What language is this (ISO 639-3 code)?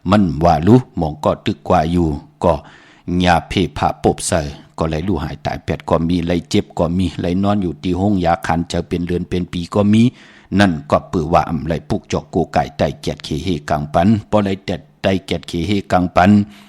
shn